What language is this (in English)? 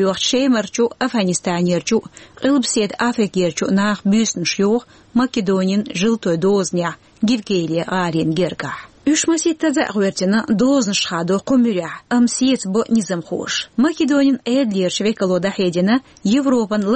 Chechen